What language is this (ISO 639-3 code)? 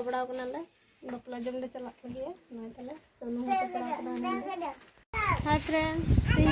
sat